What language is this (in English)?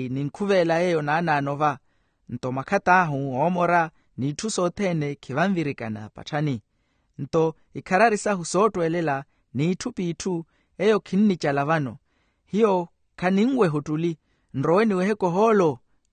Makhuwa